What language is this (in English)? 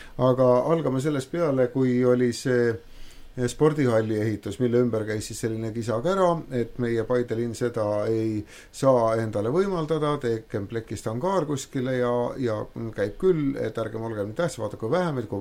Estonian